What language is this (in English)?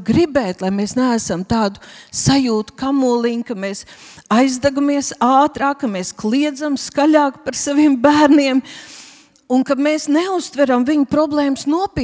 Latvian